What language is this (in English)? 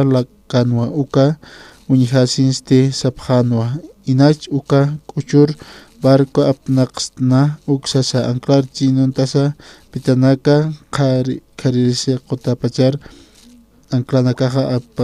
Aymara